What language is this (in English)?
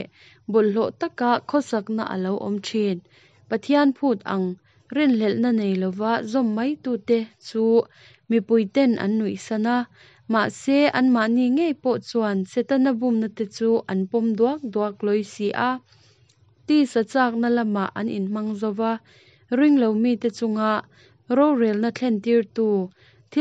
Mizo